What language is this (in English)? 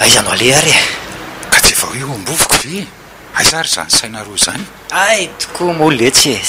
Malagasy